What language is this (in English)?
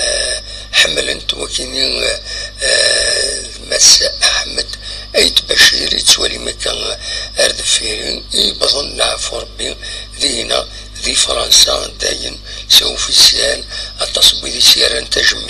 Kabyle